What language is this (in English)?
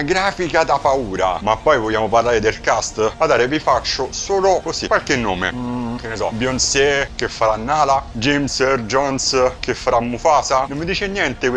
Italian